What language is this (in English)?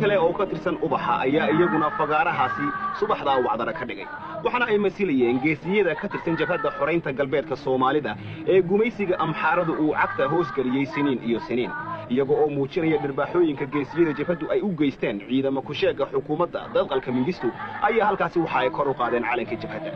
Somali